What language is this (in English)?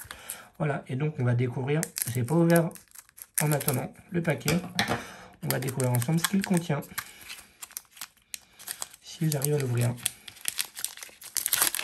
French